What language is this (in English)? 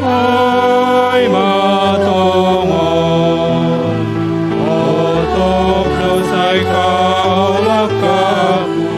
Batak Simalungun